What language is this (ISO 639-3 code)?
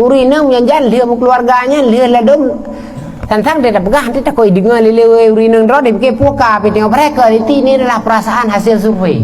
ace